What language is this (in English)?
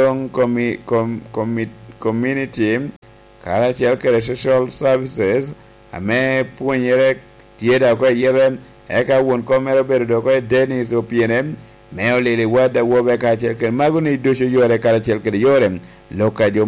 Lango (Uganda)